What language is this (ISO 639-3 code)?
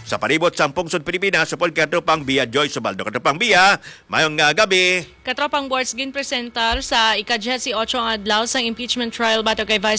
hil